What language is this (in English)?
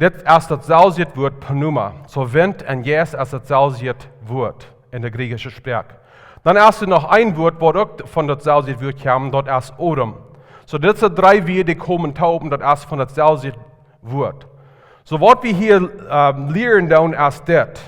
Plautdietsch